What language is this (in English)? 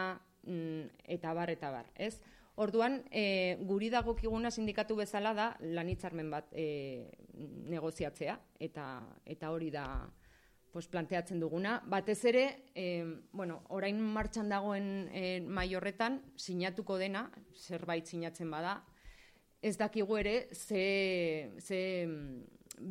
Basque